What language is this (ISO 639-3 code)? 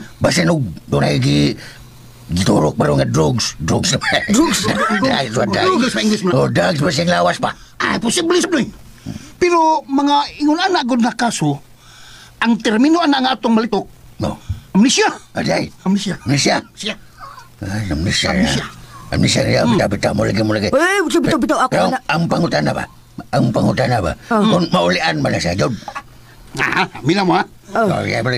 ceb